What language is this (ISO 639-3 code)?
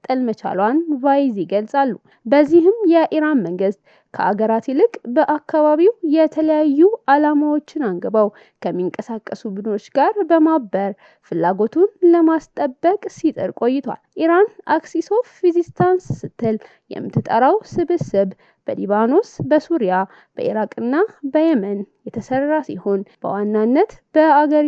amh